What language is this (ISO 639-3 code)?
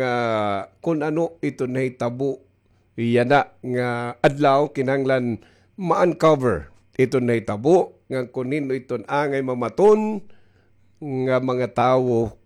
war